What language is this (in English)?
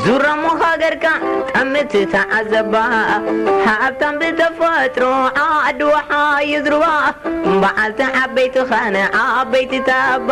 Tigrinya